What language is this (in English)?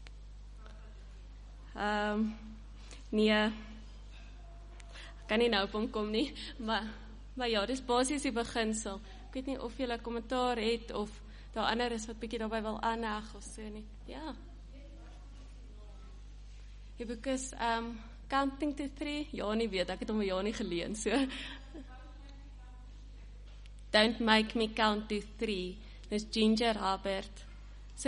Afrikaans